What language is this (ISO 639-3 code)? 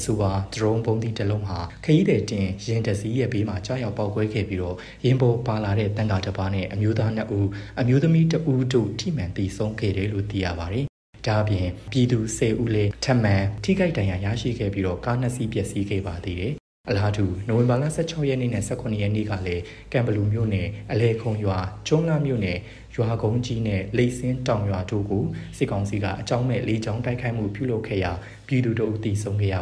mya